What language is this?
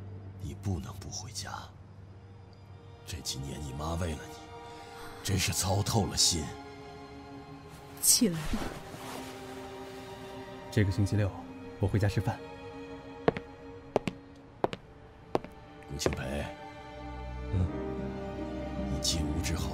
Chinese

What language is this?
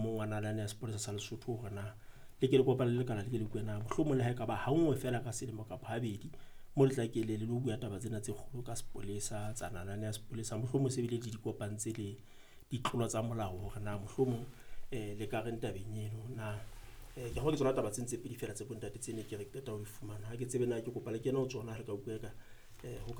Southern Sotho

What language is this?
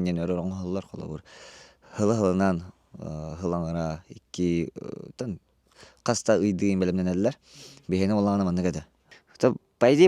Yakut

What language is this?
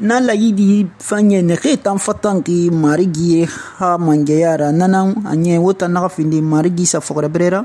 Susu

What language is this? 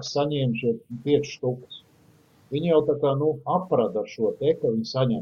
Latvian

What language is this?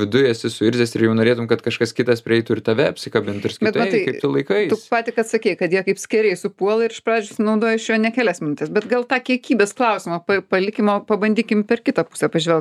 Lithuanian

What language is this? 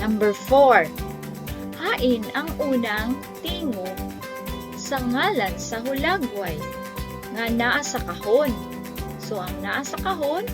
Cebuano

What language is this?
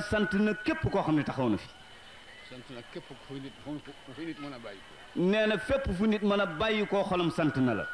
Wolof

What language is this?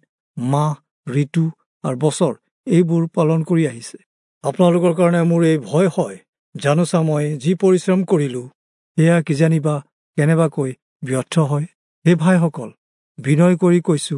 Assamese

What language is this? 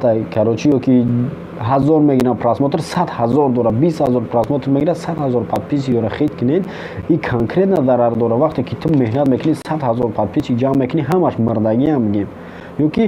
Tajik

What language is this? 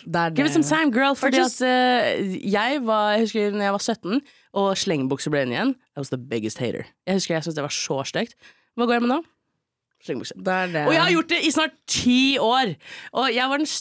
Norwegian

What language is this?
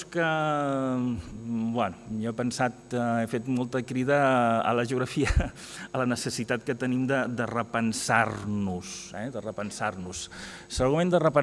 Catalan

